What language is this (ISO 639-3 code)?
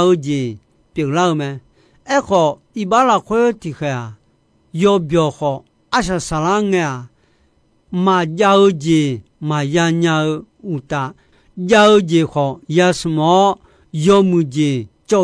ahk